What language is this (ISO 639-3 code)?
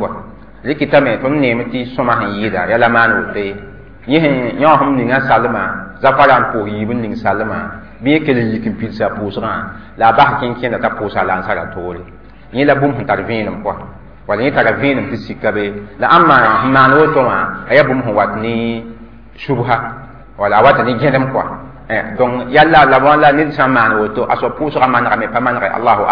mos